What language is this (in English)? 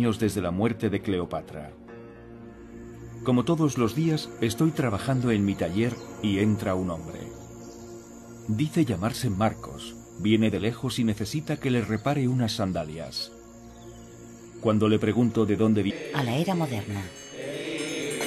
Spanish